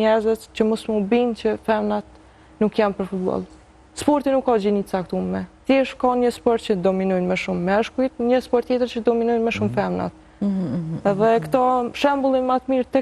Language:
Albanian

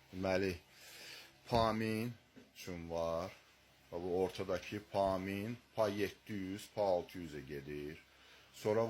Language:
Azerbaijani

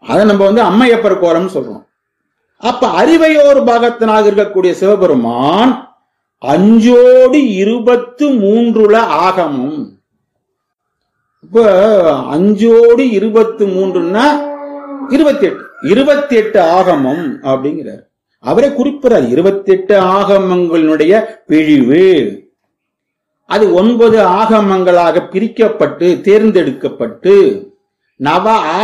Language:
Tamil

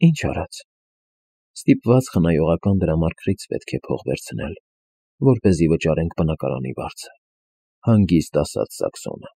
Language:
Armenian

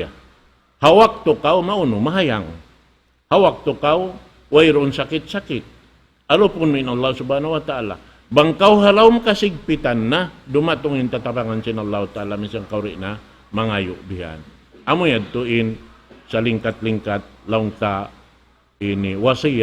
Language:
Tausug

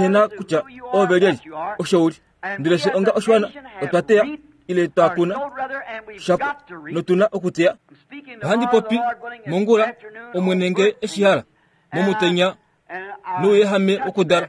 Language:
Kuanyama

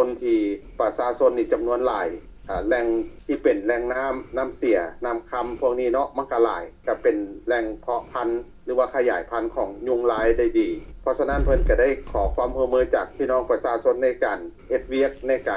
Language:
Lao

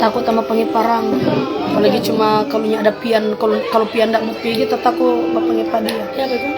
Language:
Manado Malay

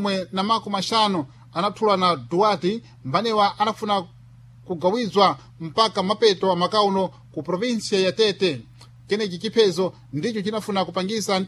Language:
Sena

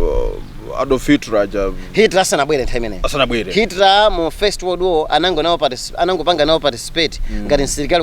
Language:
Nyanja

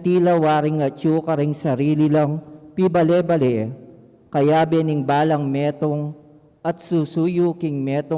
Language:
Pampanga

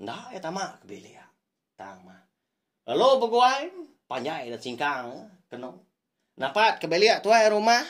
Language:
Iban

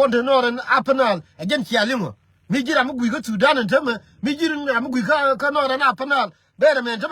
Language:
Nuer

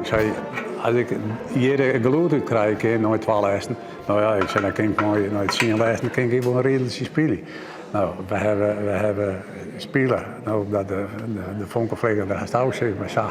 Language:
Western Frisian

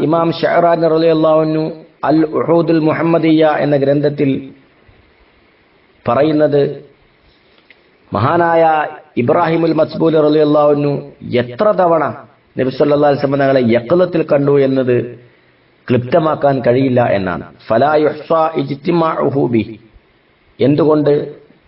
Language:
Malayalam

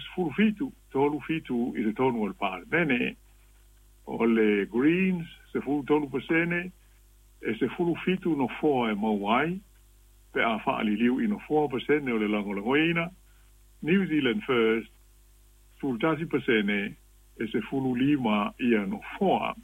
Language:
Samoan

